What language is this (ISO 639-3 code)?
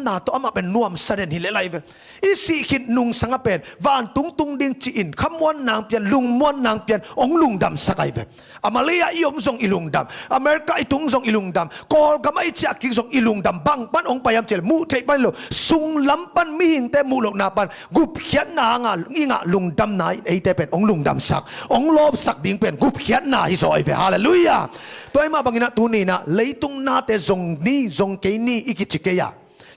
ctd